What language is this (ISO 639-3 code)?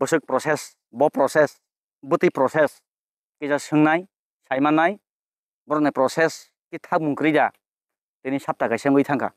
trp